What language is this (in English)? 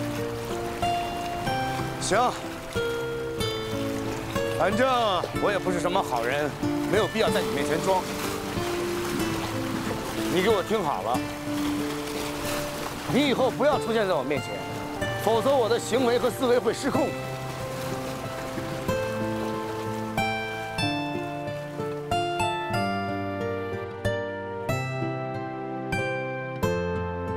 Chinese